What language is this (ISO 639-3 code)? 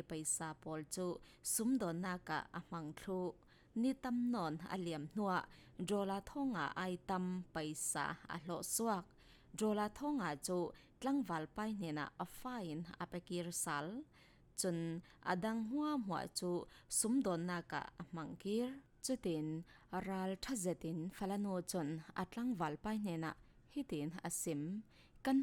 cfm